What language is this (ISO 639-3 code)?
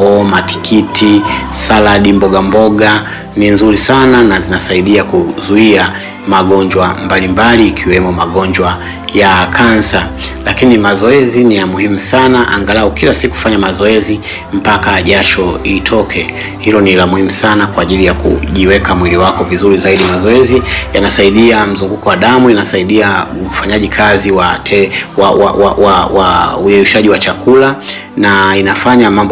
swa